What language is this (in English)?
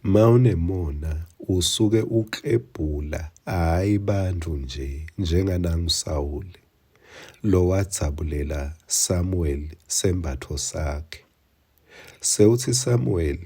Swati